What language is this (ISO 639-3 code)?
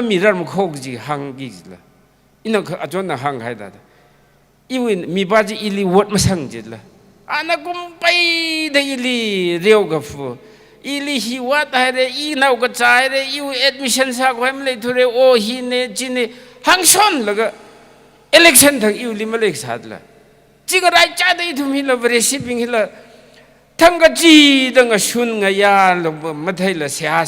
nmf